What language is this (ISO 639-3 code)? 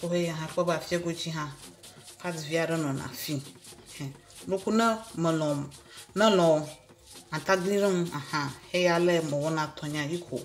ewe